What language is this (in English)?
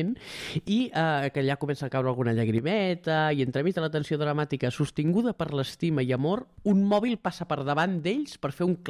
Catalan